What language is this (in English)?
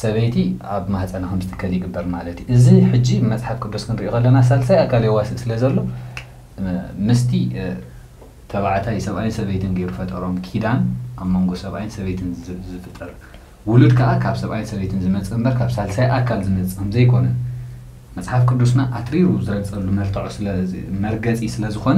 Tigrinya